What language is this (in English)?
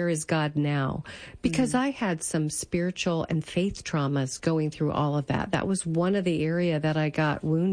English